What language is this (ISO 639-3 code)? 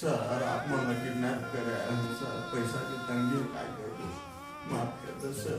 hne